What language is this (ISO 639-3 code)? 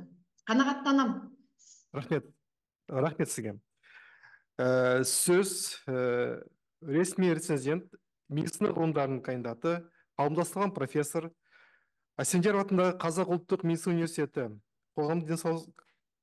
kaz